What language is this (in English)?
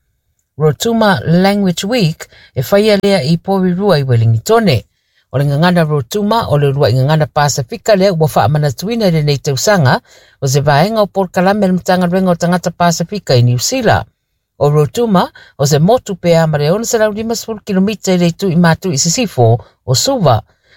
Samoan